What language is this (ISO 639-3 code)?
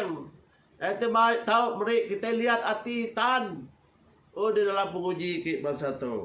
iba